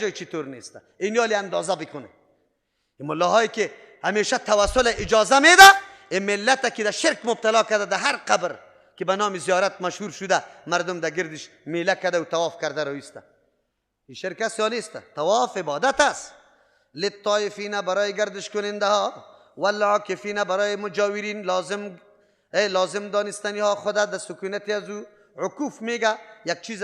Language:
Persian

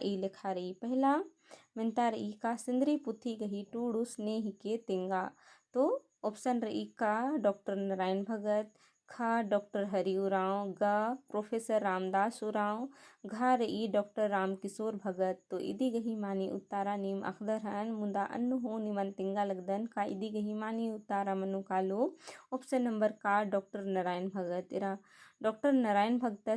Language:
Kurukh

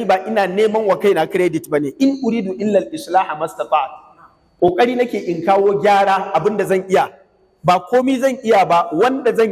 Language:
Hausa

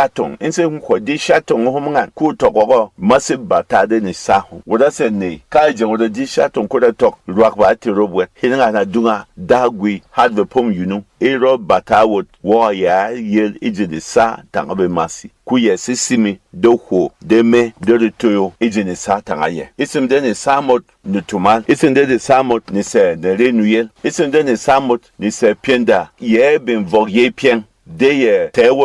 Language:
Berom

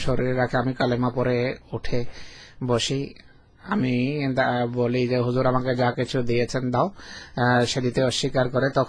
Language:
Bangla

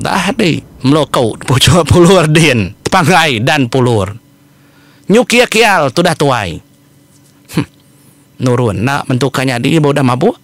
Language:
Iban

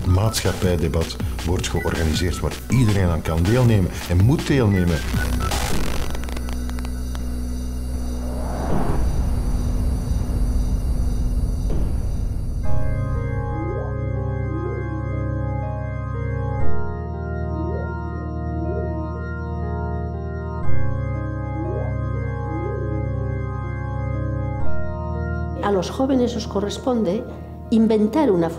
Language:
Dutch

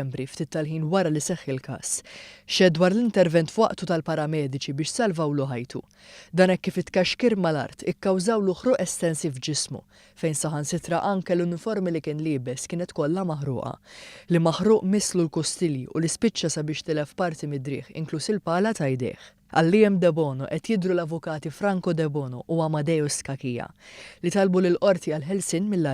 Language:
Maltese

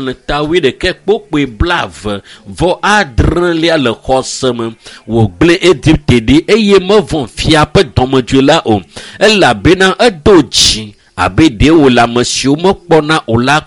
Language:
Ewe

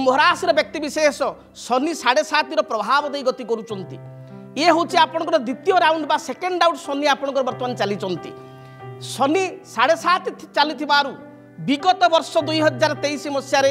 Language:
Odia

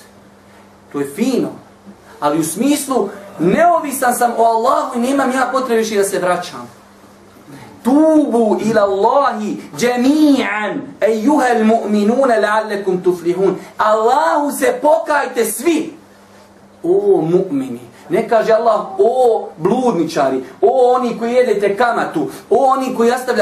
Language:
Bosnian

